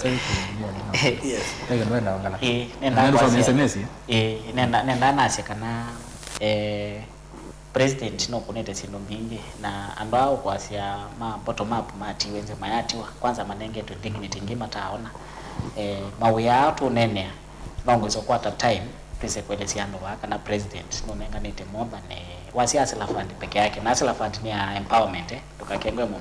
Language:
Kamba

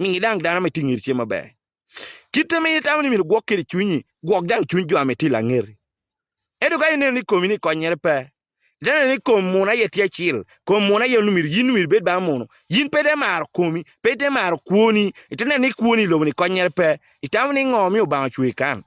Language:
Acoli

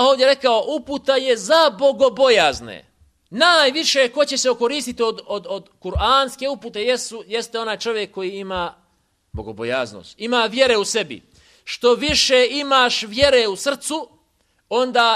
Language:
Bosnian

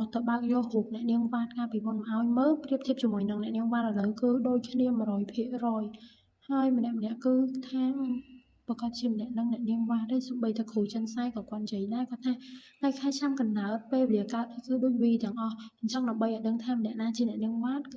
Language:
Khmer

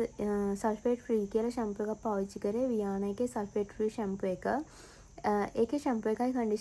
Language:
Sinhala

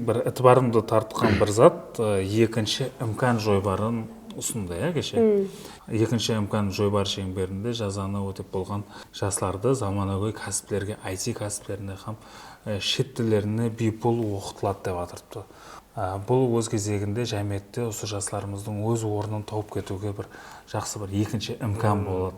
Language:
Kara-Kalpak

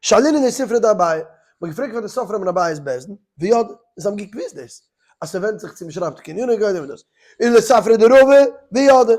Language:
Yiddish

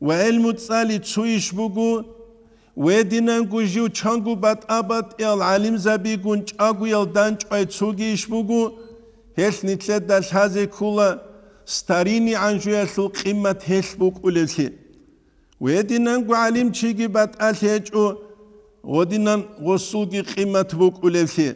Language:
Avaric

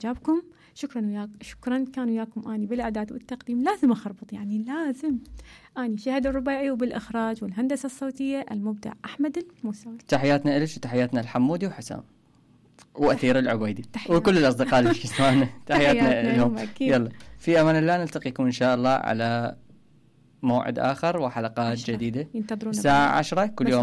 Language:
Mesopotamian Arabic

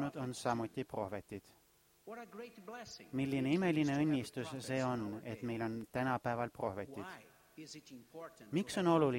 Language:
Estonian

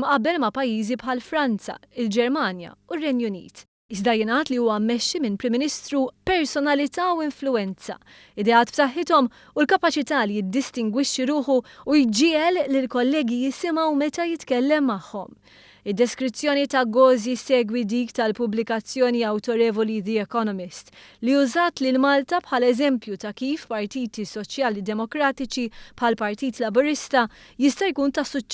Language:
Maltese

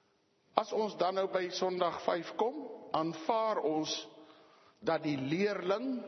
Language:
Afrikaans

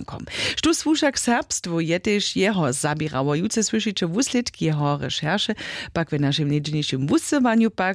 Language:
Upper Sorbian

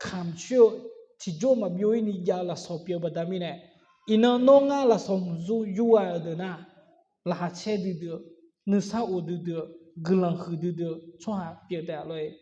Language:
Akha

